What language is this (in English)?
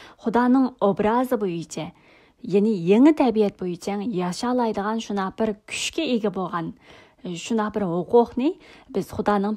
Uyghur